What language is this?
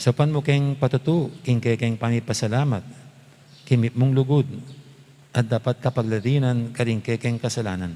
Pampanga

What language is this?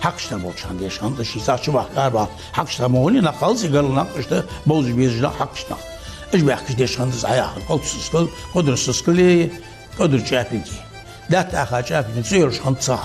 Ingush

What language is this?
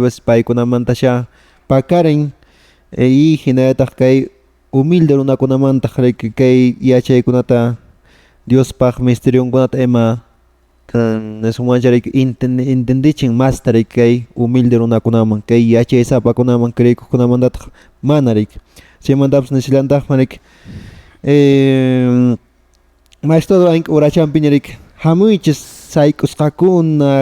Quechua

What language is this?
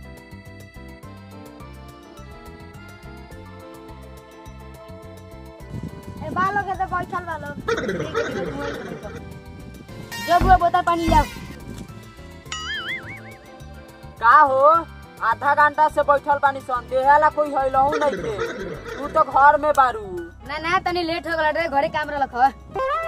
Bhojpuri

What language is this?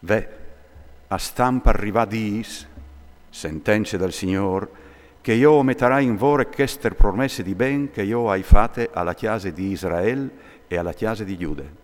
Friulian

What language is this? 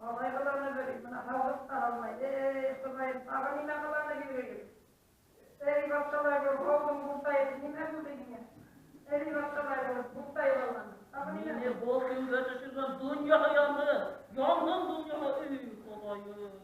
Bashkir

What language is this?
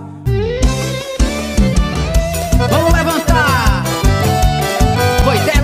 Portuguese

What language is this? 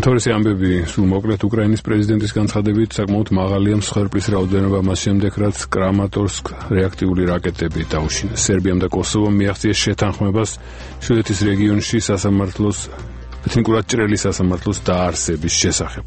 Georgian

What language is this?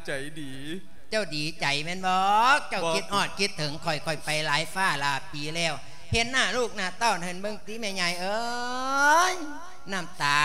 Lao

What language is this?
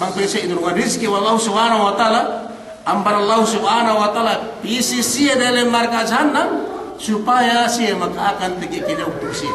Yakan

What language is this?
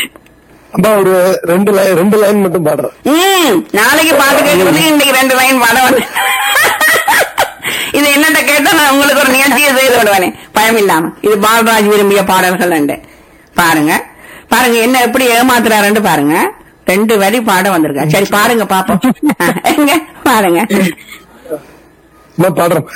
Tamil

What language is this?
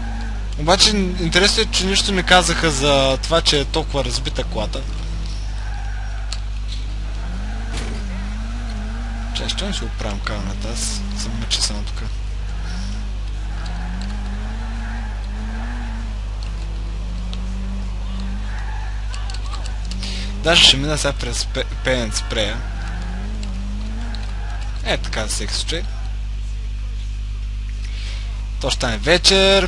Bulgarian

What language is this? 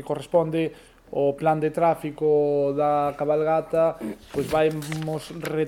Galician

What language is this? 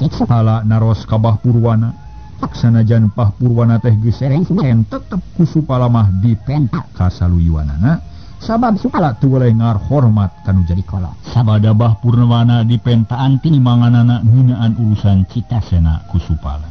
Sundanese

